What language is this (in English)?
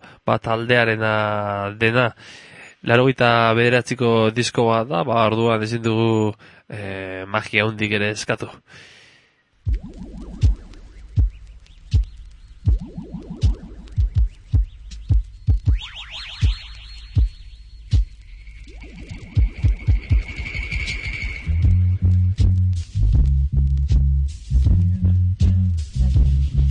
Basque